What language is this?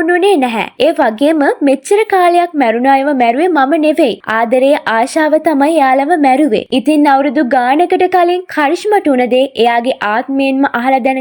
Sinhala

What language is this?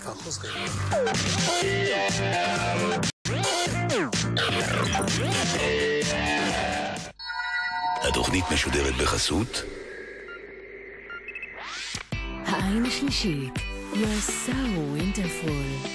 Hebrew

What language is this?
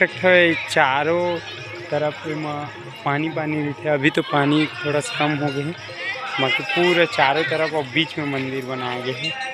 Chhattisgarhi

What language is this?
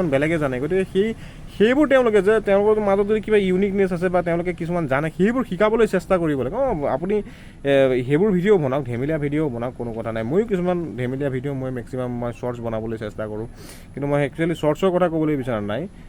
Assamese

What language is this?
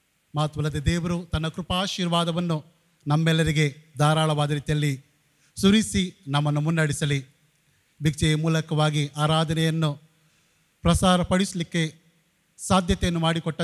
Kannada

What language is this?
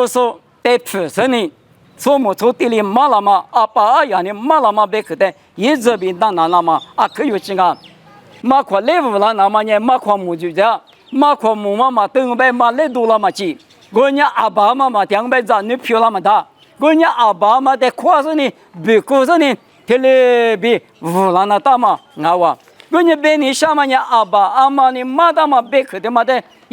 Lisu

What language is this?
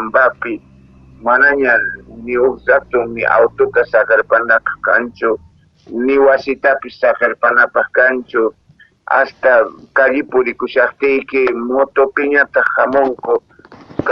South Bolivian Quechua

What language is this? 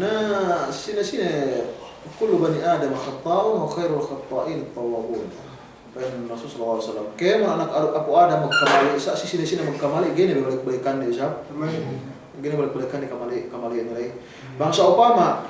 Yakan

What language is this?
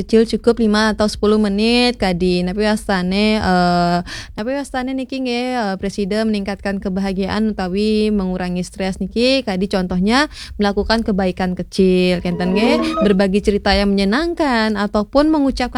Balinese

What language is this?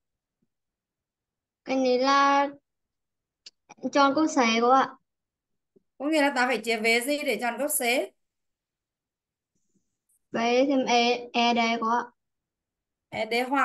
Vietnamese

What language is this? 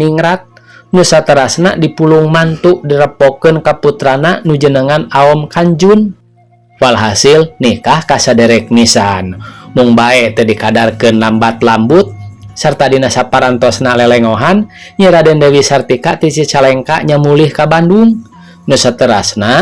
Sundanese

